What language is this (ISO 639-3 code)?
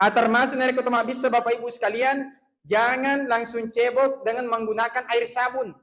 bug